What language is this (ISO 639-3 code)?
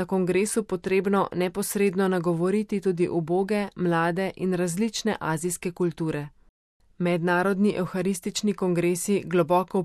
slv